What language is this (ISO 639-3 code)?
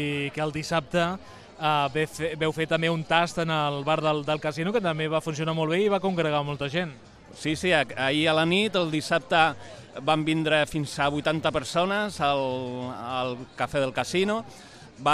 cat